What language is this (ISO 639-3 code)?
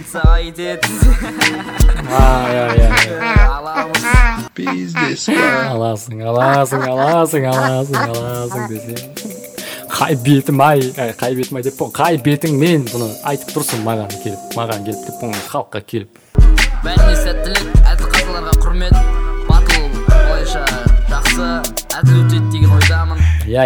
kaz